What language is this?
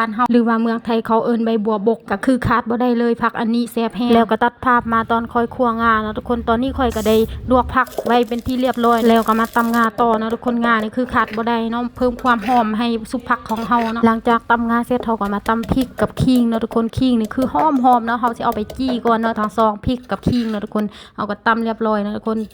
Lao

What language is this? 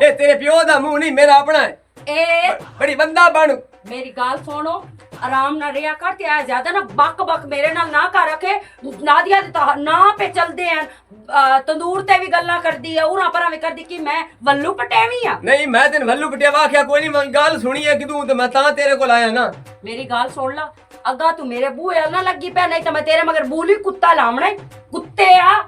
Western Panjabi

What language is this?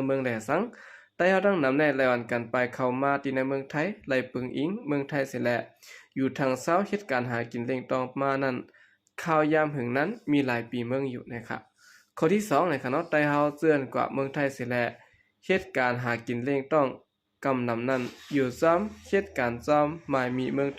Shan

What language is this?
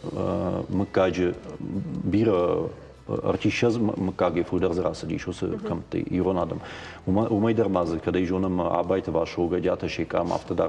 Ossetic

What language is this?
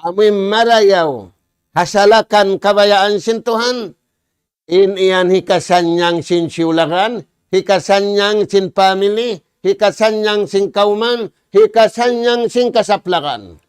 Tausug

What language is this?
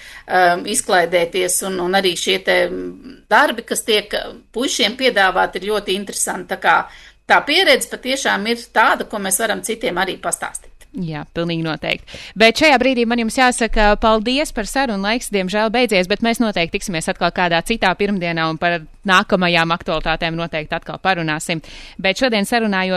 Latvian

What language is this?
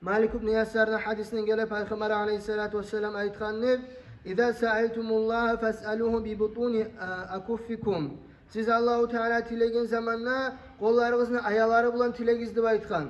Kumyk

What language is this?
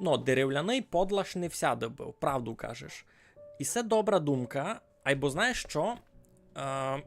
Rusyn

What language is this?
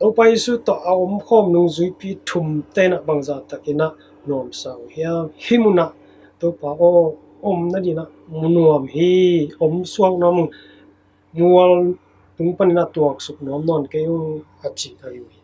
Tedim Chin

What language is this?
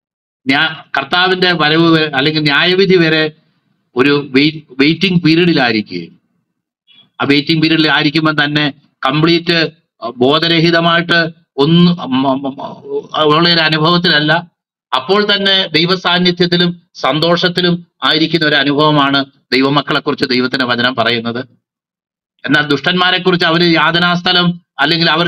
Malayalam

